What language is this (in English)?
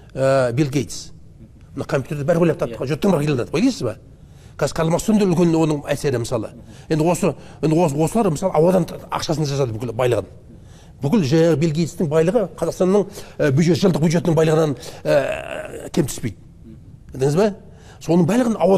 Kazakh